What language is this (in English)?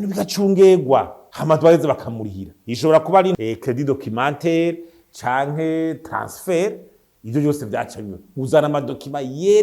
Rundi